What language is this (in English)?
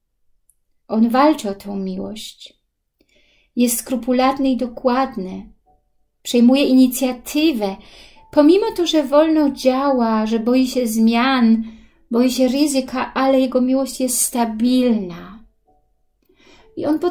Polish